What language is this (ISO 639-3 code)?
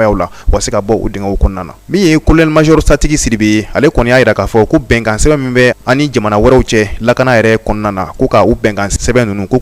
bam